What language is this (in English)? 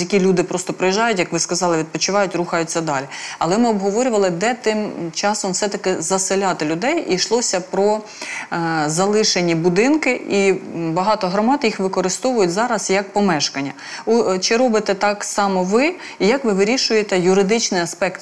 Ukrainian